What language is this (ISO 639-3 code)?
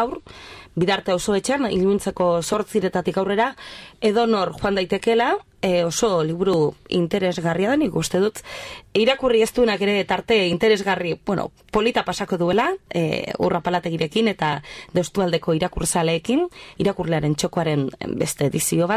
eus